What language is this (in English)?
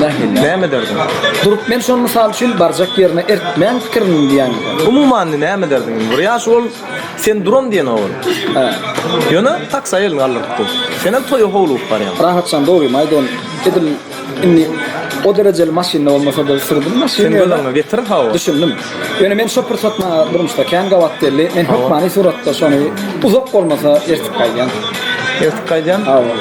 Turkmen